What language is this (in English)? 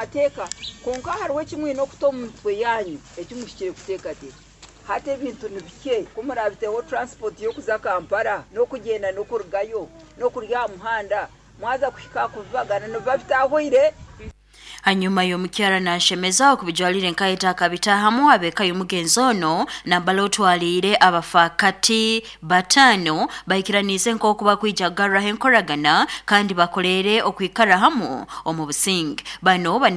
Nyoro